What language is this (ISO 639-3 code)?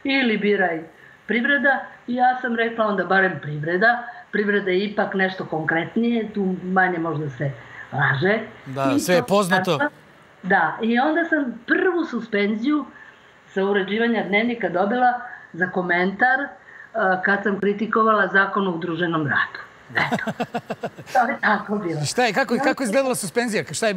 srp